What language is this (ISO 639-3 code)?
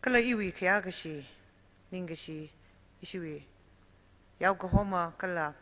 nmf